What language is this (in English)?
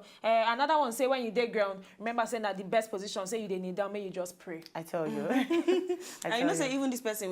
Nigerian Pidgin